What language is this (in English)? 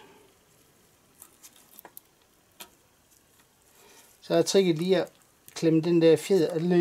Danish